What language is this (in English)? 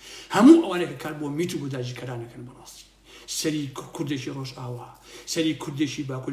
Central Kurdish